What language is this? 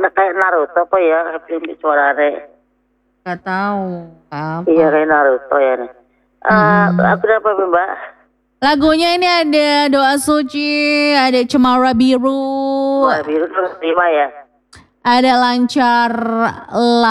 Indonesian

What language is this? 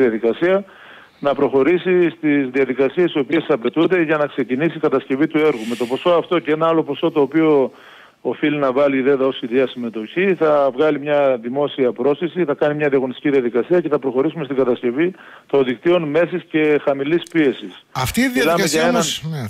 Greek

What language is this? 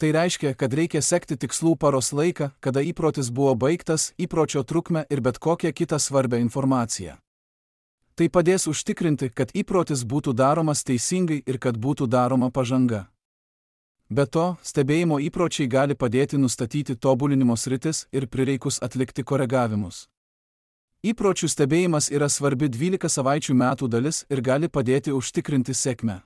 Lithuanian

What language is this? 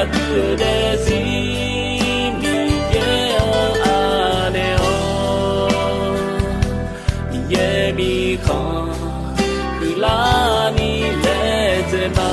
Akha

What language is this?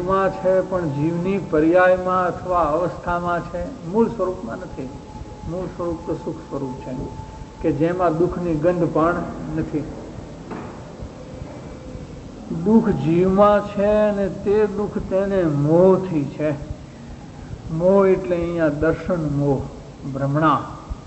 Gujarati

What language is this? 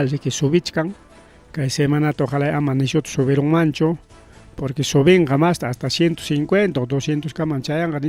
Ayacucho Quechua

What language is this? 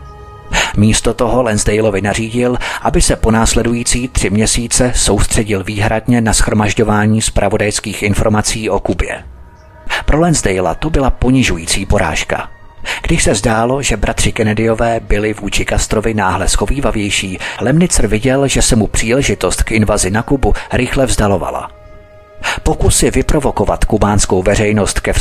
Czech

